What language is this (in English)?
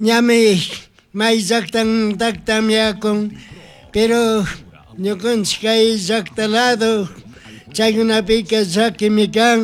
Chimborazo Highland Quichua